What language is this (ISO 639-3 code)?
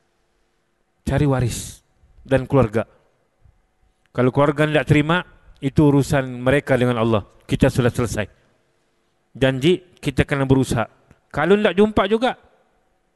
msa